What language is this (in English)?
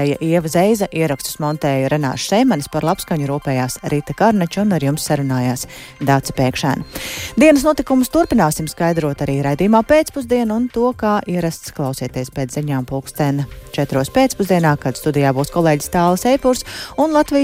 Latvian